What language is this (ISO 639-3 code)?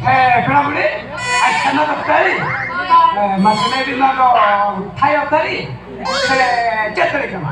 sat